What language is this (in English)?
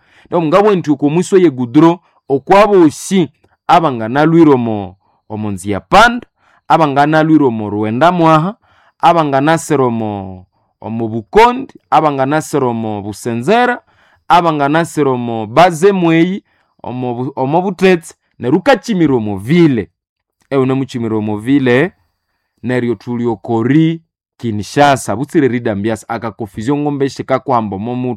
Nande